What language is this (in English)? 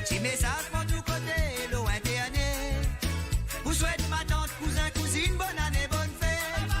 Morisyen